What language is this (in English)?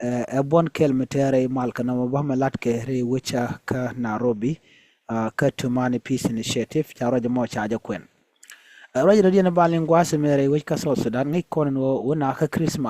Nuer